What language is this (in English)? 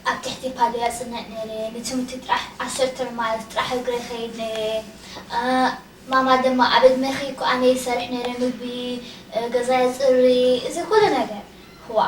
Tigrinya